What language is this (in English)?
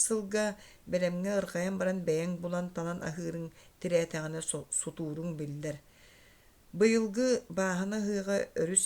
Yakut